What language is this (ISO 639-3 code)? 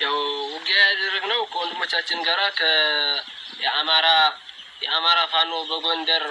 amh